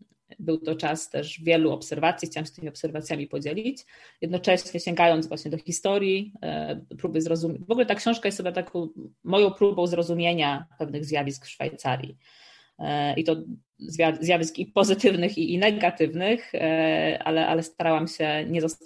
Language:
Polish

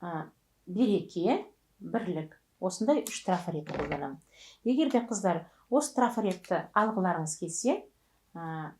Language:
Kazakh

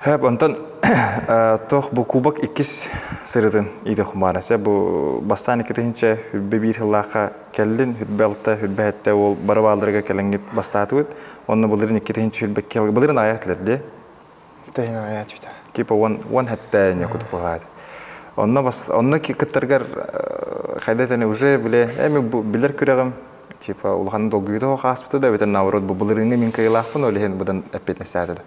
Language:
Yakut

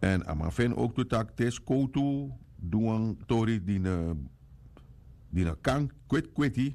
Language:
Sranan Tongo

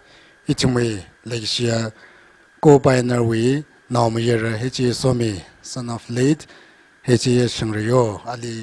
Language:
Tangkhul Naga (India)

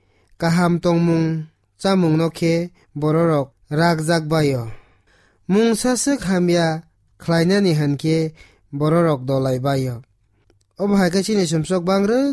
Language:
Kok Borok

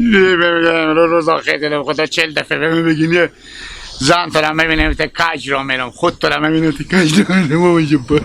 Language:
Hazaragi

